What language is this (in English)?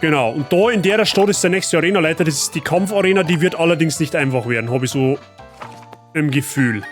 Bavarian